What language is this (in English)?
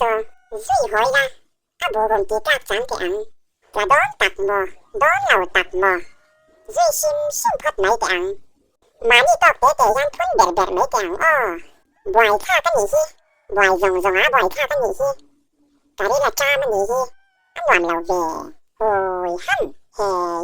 Mizo